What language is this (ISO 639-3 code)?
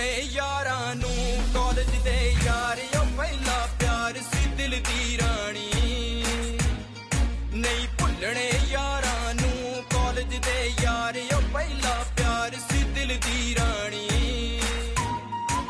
pan